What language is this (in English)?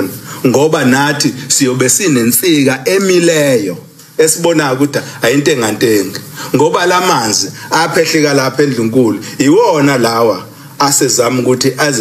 Zulu